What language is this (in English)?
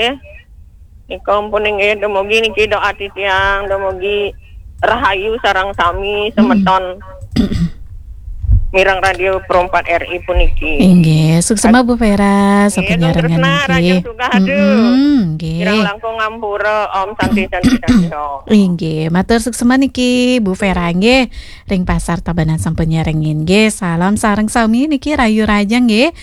Balinese